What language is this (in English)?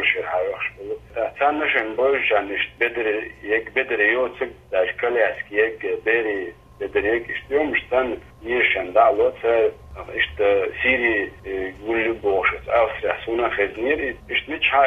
Chechen